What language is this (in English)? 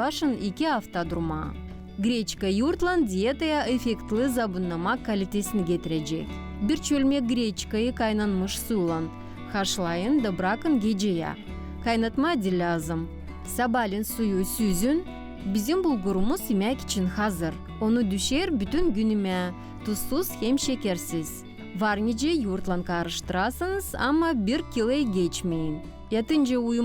Gagauz